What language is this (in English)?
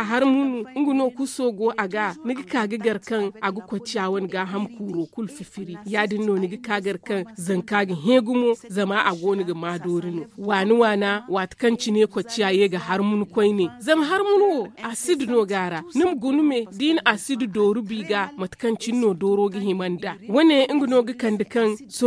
Zarma